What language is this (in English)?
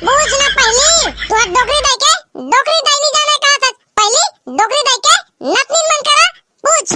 Chhattisgarhi